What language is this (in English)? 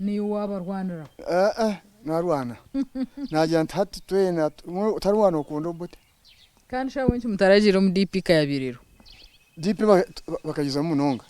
Nyankole